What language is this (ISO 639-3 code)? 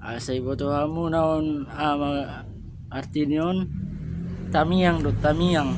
bbc